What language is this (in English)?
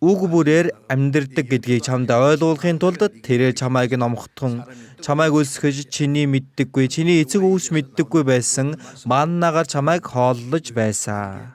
Mongolian